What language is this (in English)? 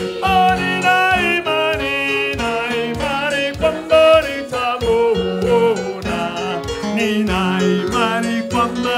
Swahili